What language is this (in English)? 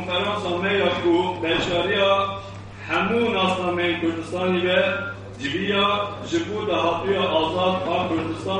Kurdish